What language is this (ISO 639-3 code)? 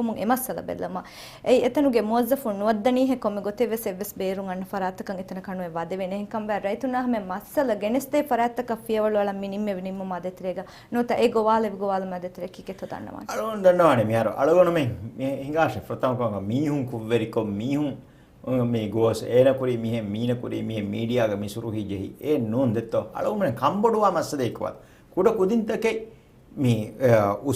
div